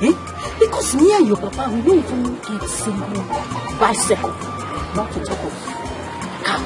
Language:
Nigerian Pidgin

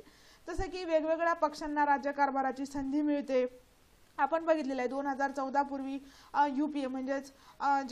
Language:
Marathi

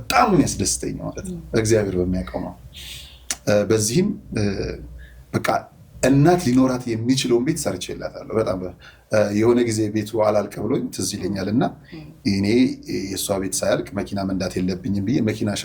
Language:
Amharic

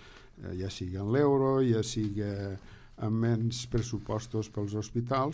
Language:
Catalan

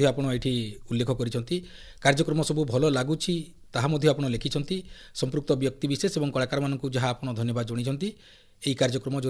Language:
Odia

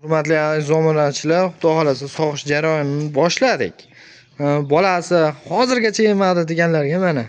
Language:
Uzbek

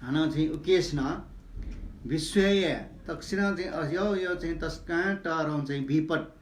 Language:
Newari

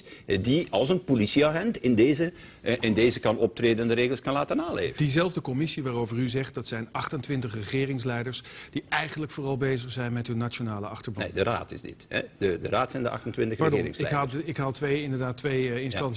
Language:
Dutch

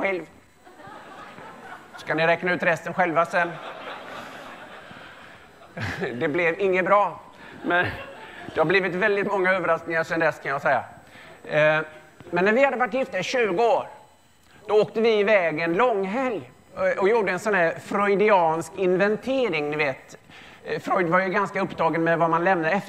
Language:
Swedish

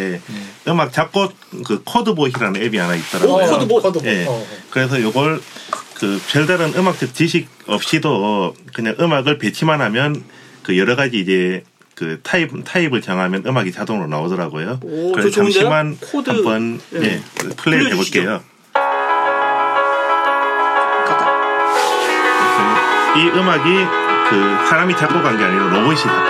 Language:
Korean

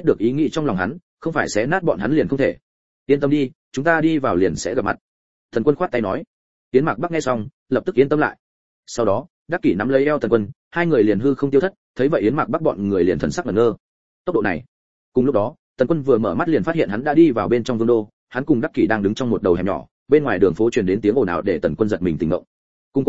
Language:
Vietnamese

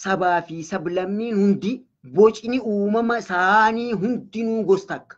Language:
Oromo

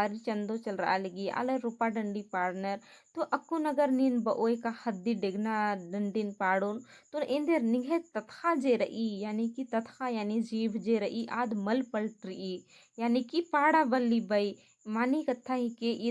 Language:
Kurukh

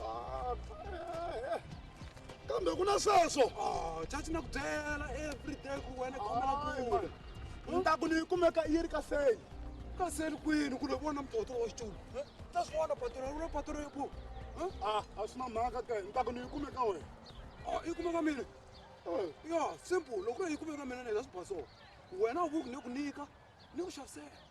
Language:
Tsonga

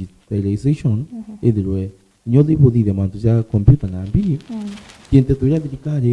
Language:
Meru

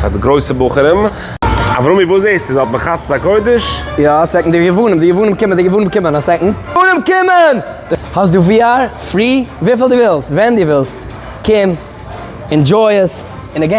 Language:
Yiddish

